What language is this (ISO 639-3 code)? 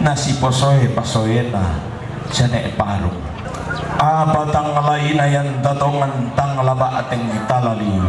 sda